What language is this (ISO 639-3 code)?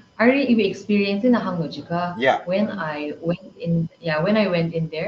nmf